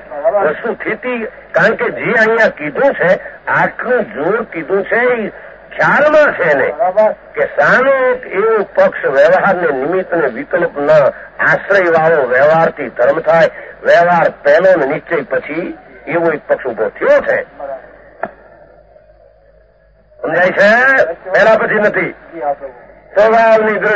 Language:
Gujarati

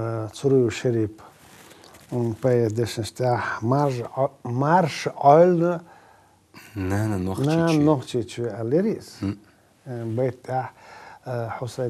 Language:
Chechen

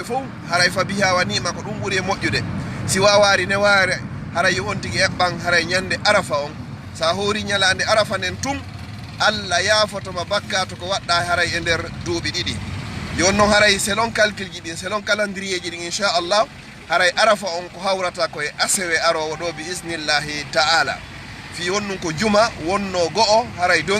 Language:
Fula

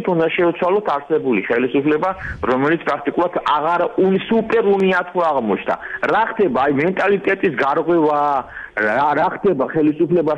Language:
Georgian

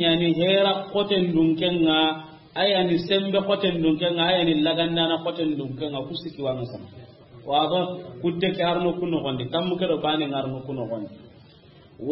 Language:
Soninke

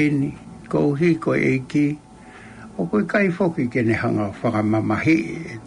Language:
Tongan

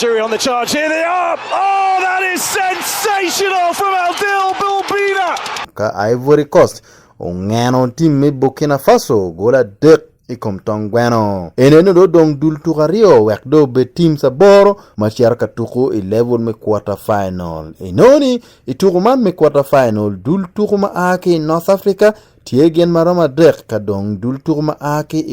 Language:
Acoli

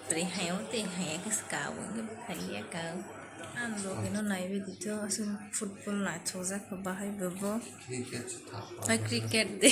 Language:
Kok Borok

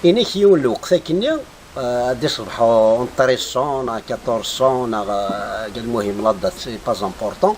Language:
Kabyle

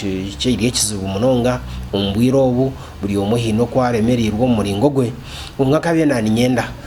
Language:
Nyankole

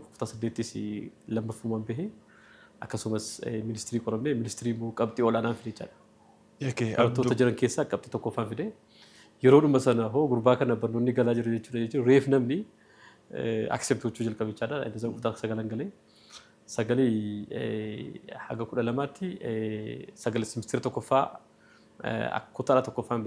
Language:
Oromo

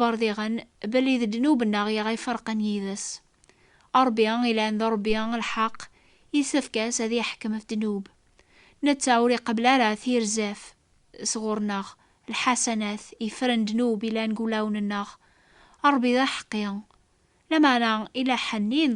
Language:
Kabyle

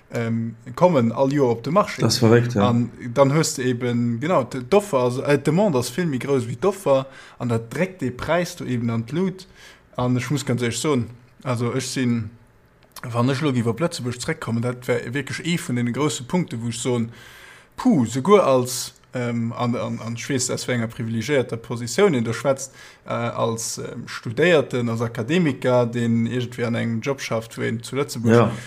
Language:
Luxembourgish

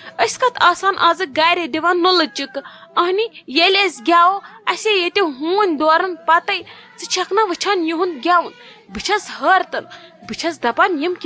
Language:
Kashmiri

